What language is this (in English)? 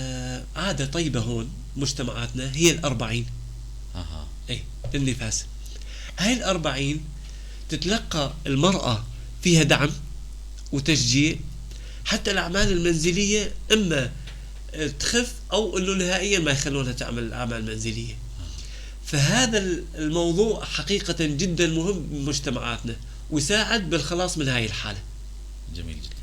North Levantine Arabic